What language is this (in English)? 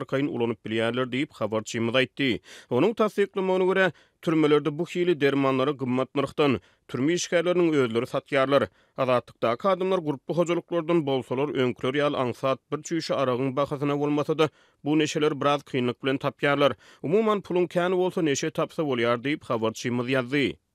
Turkmen